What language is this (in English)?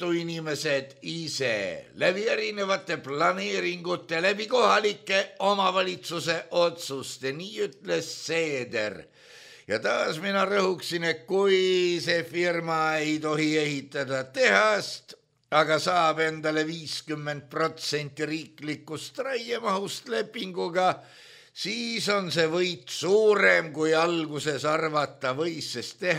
Estonian